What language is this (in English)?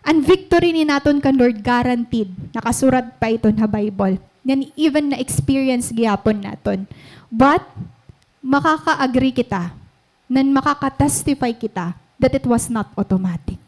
Waray